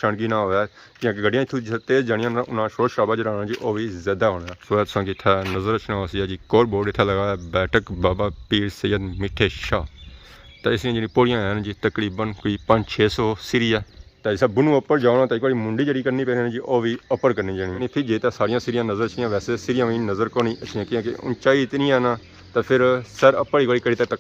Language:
Pahari-Potwari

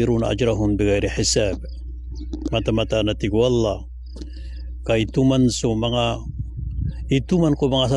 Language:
Maranao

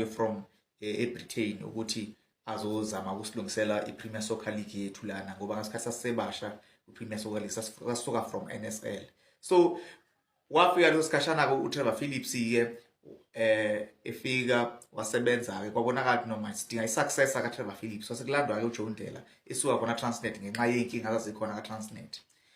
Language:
Zulu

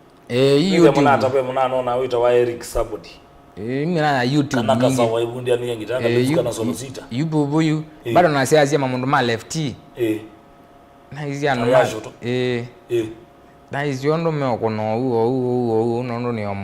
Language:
Kamba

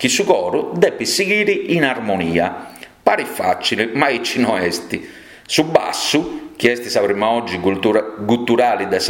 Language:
Sardinian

